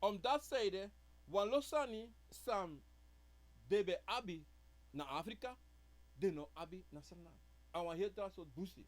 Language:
Sranan Tongo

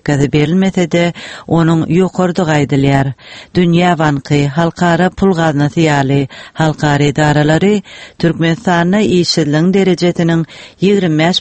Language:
Turkmen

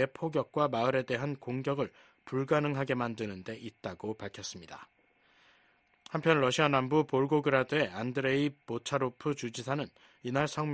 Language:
Korean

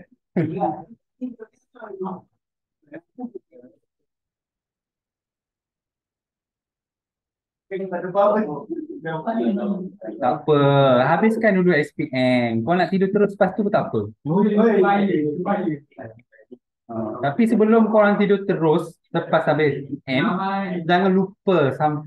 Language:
Malay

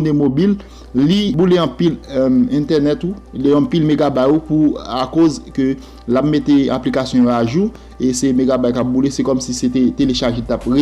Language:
Haitian Creole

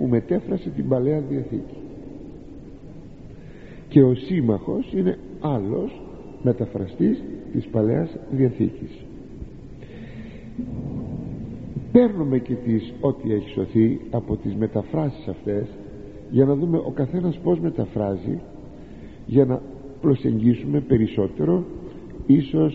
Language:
Greek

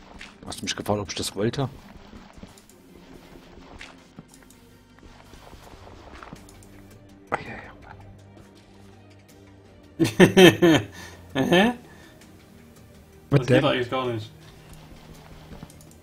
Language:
German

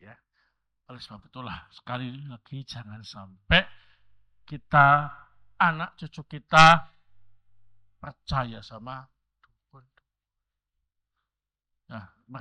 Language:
Indonesian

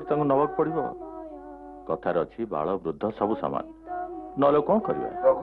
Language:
Odia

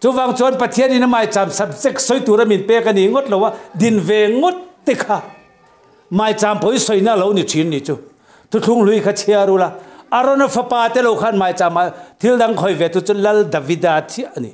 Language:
Mizo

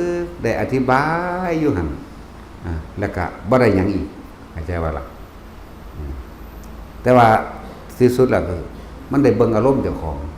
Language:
Northeastern Thai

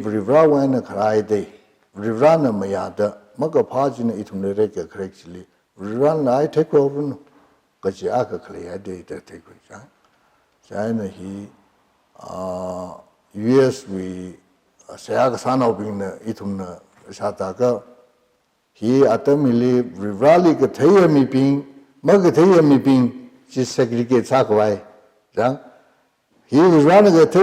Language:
Tangkhul Naga (India)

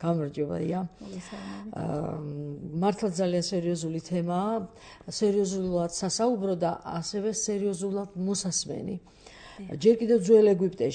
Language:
Georgian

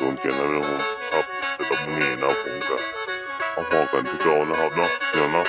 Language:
Northeastern Thai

